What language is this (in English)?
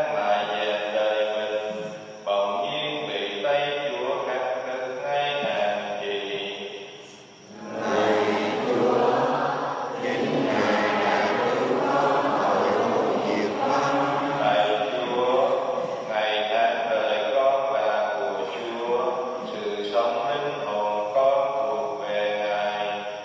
Vietnamese